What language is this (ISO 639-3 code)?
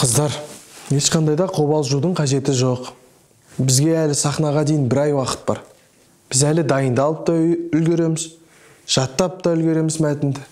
kaz